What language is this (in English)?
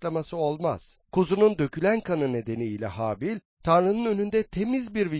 Turkish